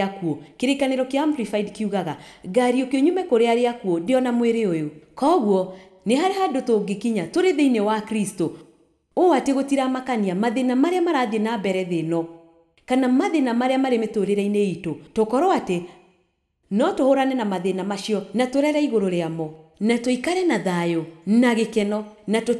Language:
Kikuyu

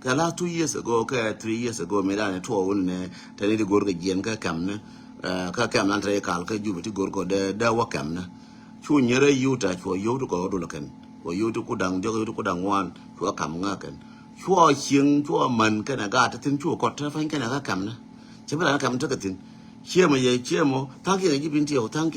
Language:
Nuer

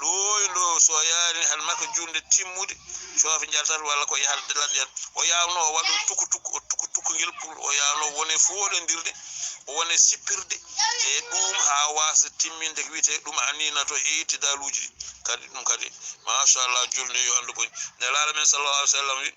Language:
Fula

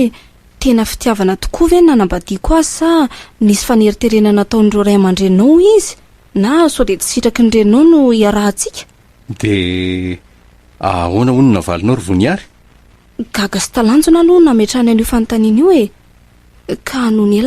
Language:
Malagasy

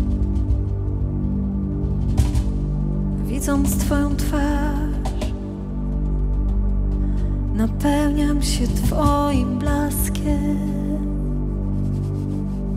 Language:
Polish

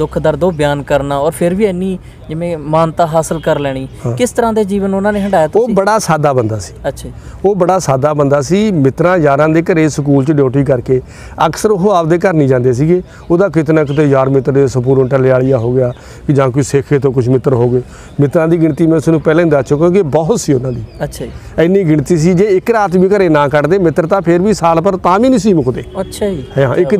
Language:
Punjabi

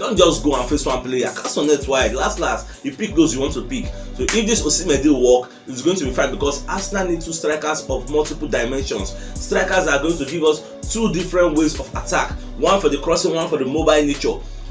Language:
Nigerian Pidgin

